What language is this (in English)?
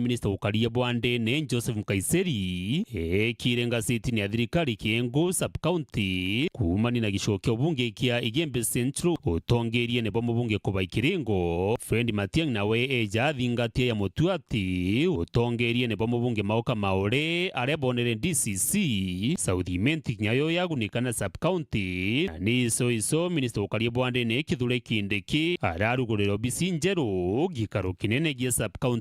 Meru